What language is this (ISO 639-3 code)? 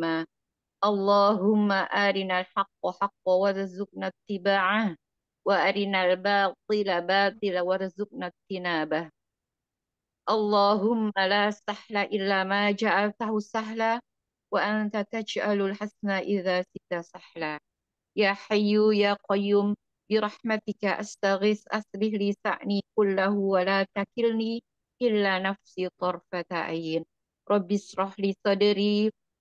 ind